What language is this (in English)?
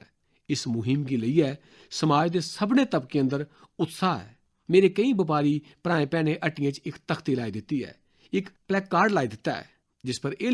Dogri